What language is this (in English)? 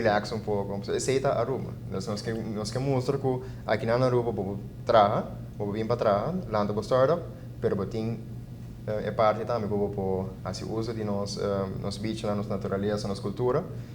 Papiamento